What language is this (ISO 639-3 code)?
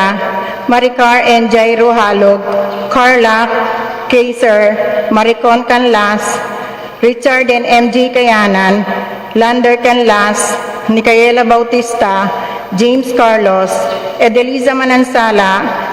pam